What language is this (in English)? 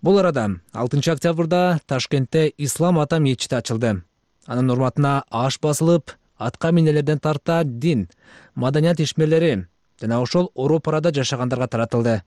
Kyrgyz